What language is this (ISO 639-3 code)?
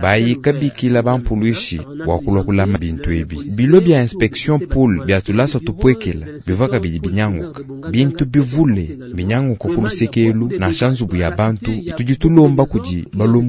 lua